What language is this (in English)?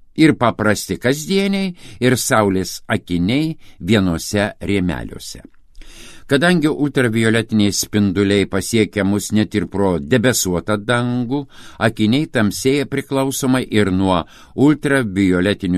Lithuanian